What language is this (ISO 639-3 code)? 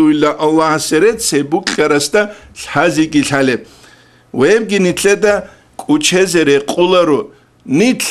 ava